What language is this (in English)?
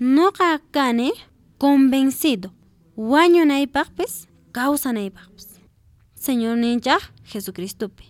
Quechua